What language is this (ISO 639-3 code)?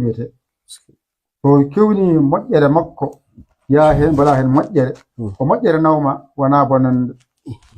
ful